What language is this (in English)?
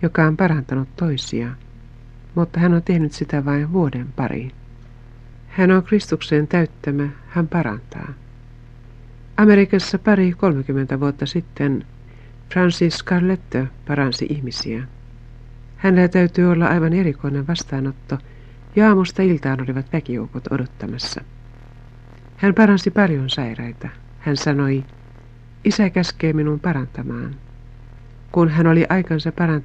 Finnish